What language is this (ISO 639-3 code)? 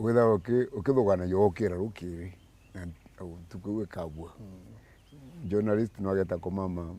mer